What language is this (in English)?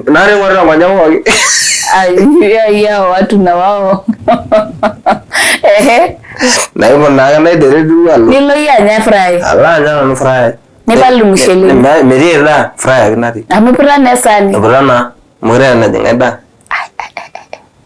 Masai